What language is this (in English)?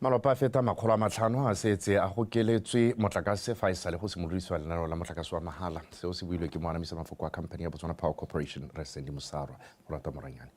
Tswana